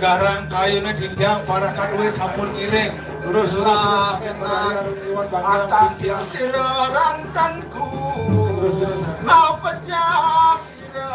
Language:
Balinese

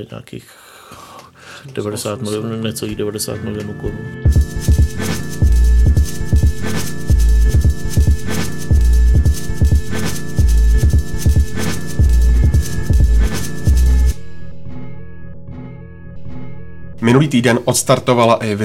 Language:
Czech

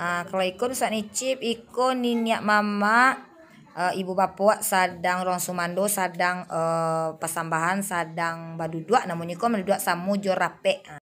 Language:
Minangkabau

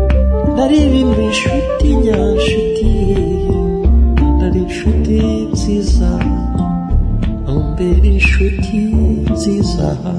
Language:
Kinyarwanda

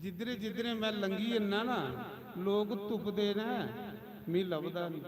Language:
Dogri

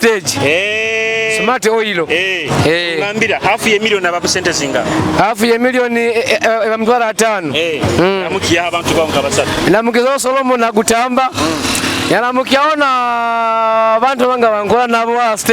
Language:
Nyoro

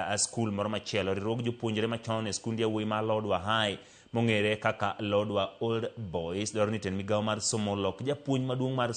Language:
Luo (Kenya and Tanzania)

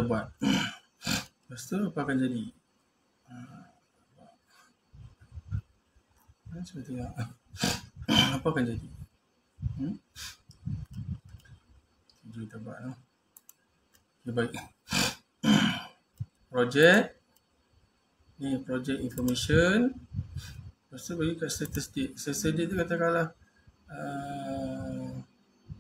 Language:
Malay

